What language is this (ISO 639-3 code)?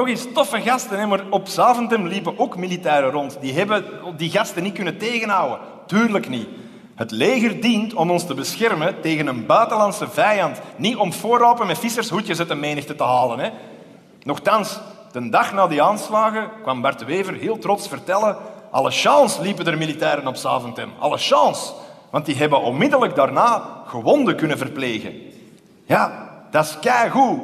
nld